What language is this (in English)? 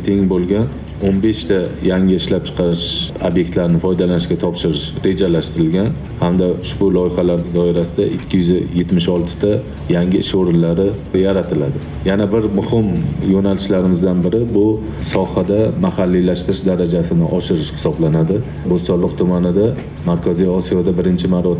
Uzbek